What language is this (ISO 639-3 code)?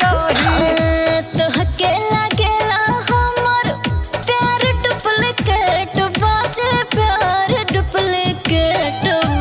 bho